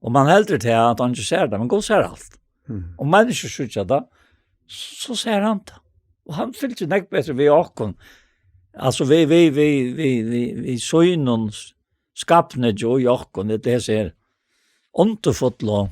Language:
Faroese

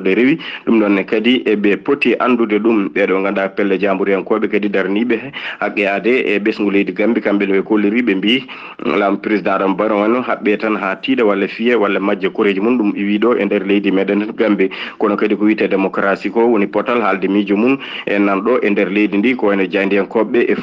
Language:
Fula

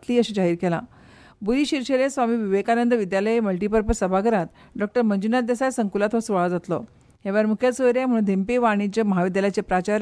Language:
Konkani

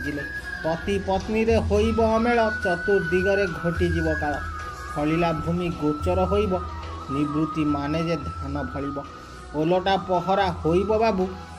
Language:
Odia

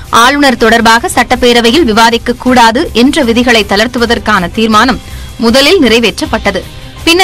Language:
Tamil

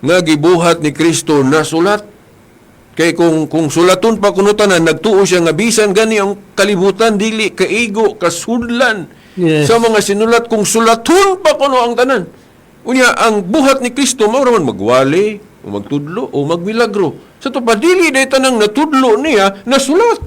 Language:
Cebuano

